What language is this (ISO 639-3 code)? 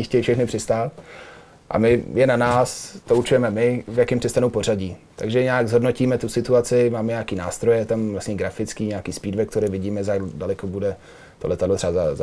ces